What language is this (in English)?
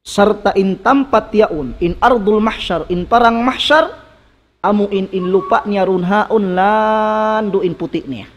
Tausug